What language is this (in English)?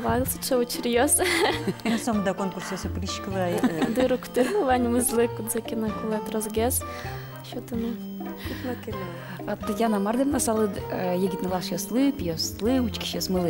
Udmurt